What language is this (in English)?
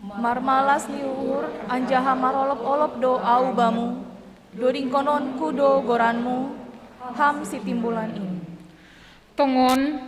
Batak Simalungun